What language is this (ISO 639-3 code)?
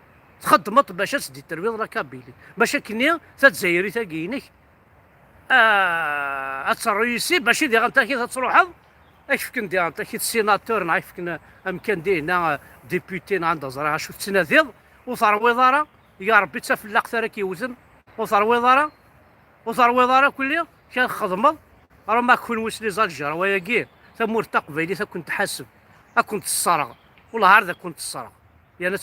kab